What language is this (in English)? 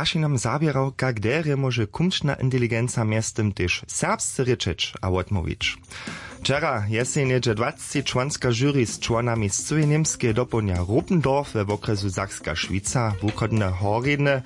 Upper Sorbian